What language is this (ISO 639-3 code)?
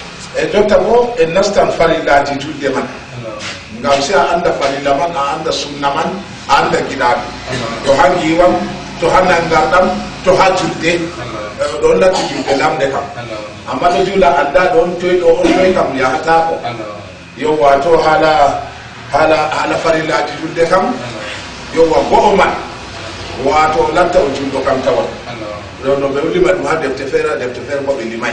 ful